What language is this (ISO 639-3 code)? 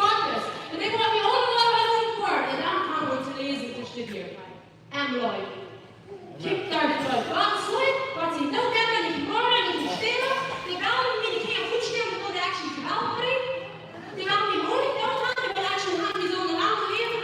pdt